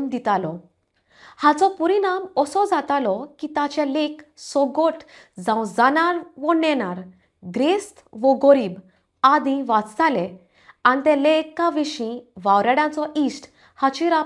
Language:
Konkani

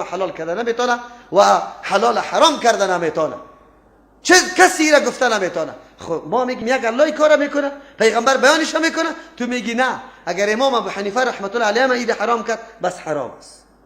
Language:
Persian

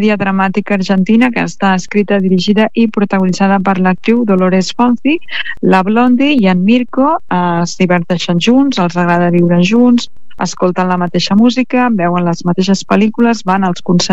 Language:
Catalan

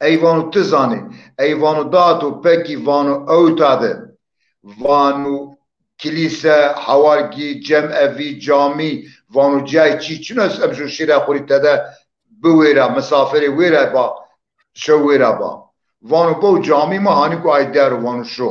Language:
Zaza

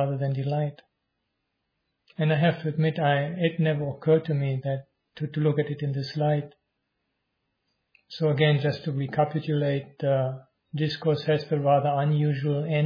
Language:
English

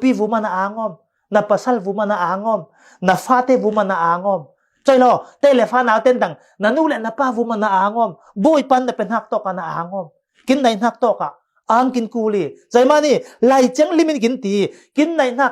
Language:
Falam Chin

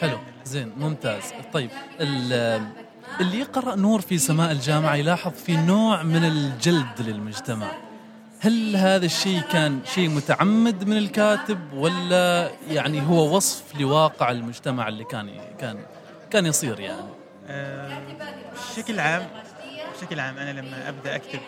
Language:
Gulf Arabic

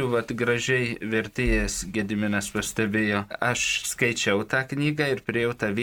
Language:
Lithuanian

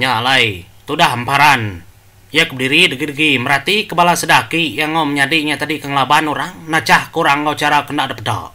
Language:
Iban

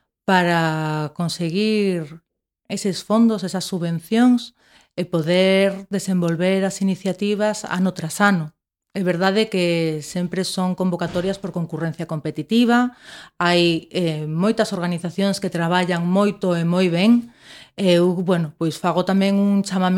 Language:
Galician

